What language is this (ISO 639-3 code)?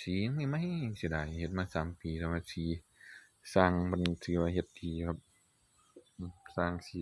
tts